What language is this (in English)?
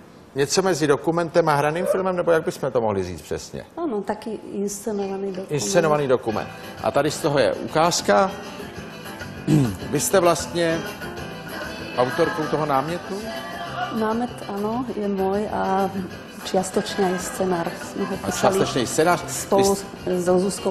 Czech